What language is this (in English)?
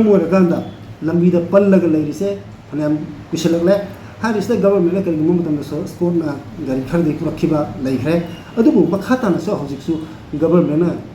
Manipuri